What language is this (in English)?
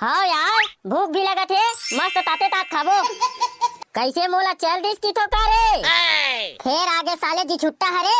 Chhattisgarhi